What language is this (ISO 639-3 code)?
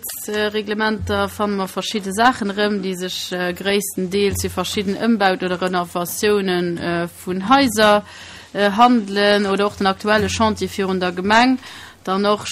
ltz